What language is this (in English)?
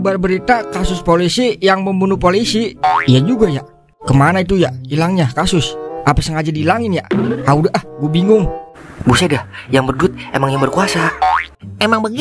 Betawi